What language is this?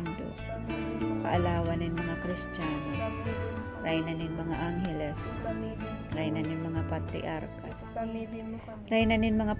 Bikol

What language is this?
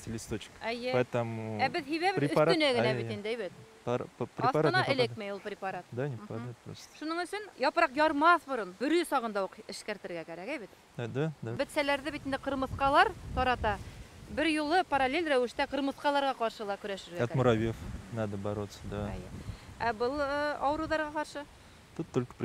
Bashkir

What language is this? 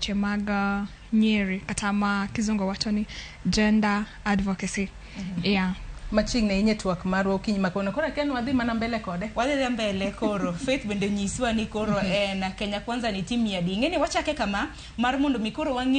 Luo (Kenya and Tanzania)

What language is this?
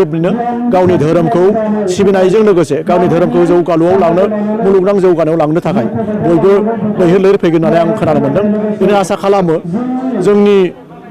Bodo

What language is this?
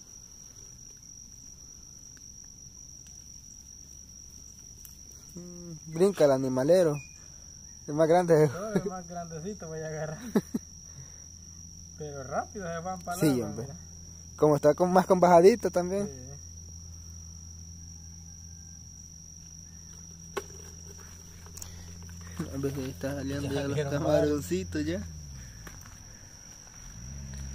Spanish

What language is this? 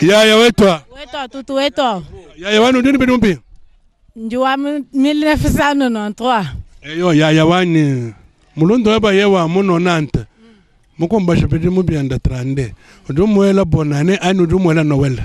Luba-Lulua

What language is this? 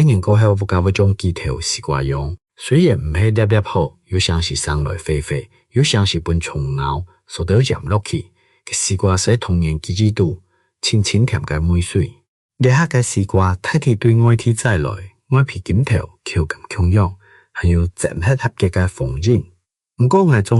Hakka Chinese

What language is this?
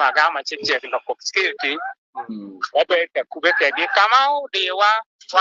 Acoli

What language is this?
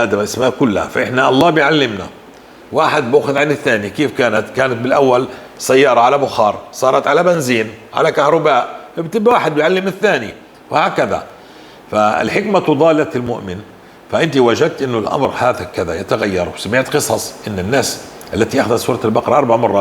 North Levantine Arabic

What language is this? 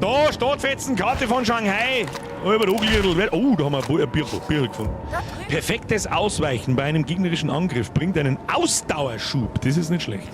Bavarian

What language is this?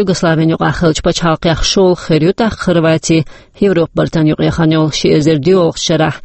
Chechen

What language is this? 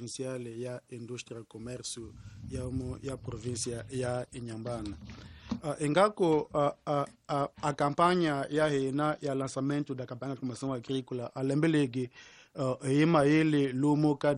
Tsonga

